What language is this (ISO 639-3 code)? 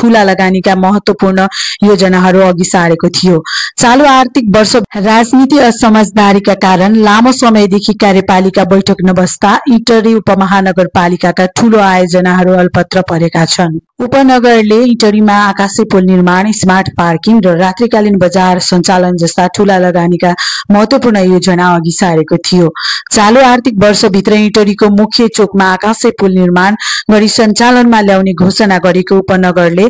nep